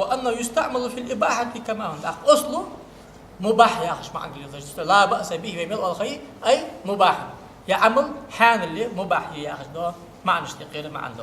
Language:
Ingush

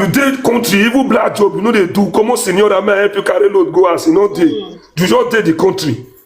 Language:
Nigerian Pidgin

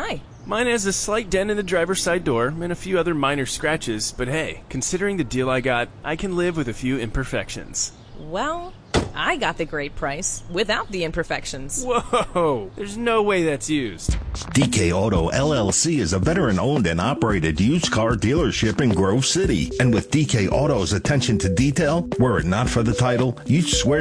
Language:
English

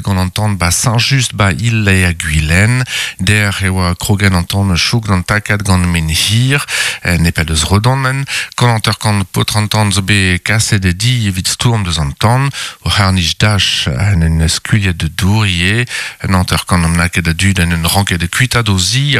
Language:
Breton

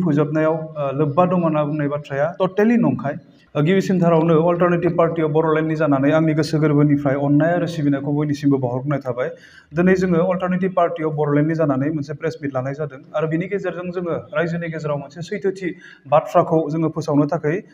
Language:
Bodo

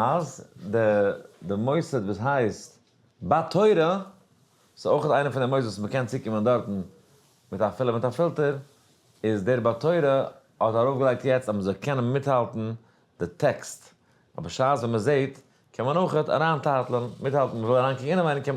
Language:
Yiddish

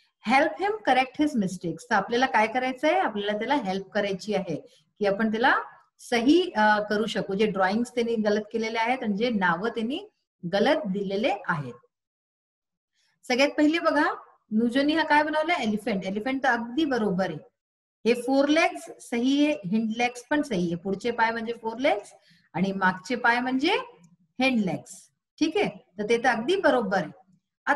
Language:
Marathi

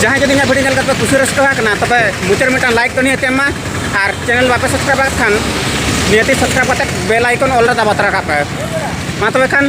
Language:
Santali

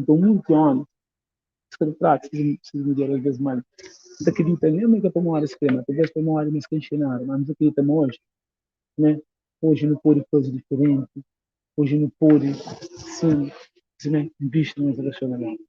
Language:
Kabuverdianu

